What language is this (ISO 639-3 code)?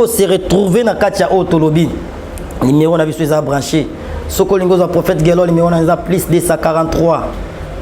lin